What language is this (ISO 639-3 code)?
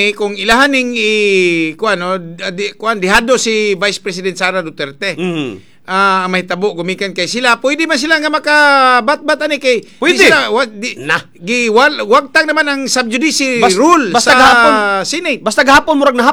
ceb